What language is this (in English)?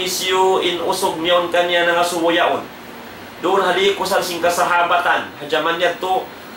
Tausug